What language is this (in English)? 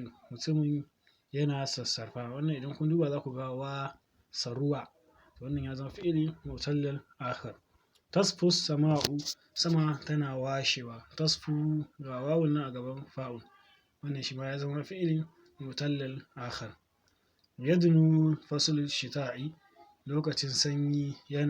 Hausa